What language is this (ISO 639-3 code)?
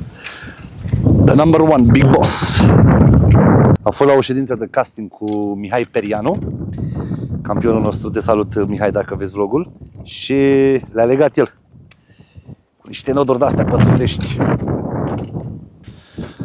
ron